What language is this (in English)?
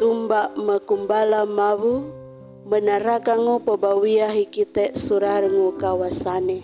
Sangir